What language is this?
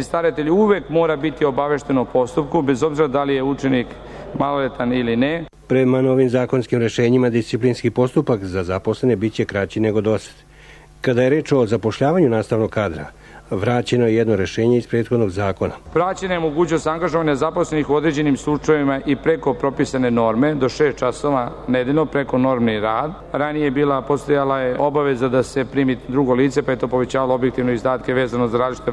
Serbian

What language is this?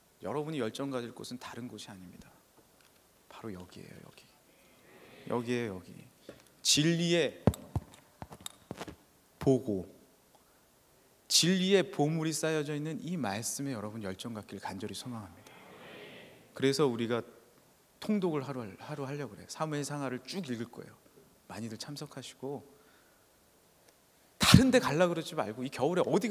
Korean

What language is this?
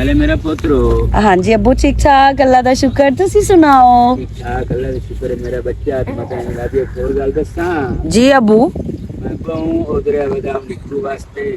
Western Panjabi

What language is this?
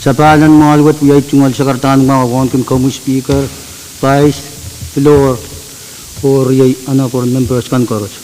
Pohnpeian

